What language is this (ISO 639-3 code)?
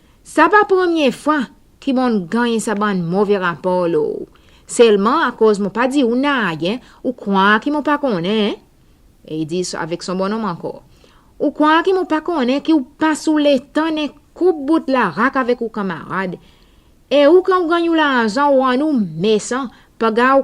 crs